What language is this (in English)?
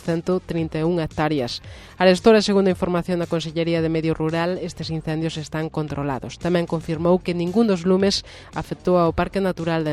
Galician